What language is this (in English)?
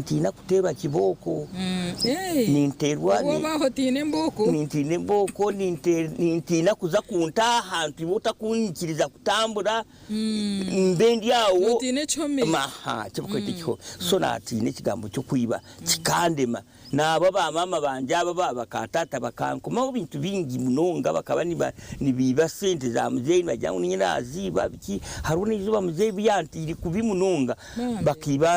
Nyankole